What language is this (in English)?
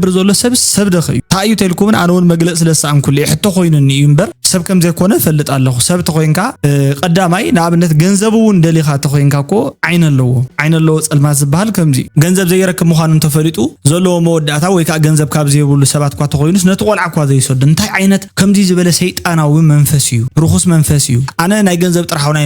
Tigrinya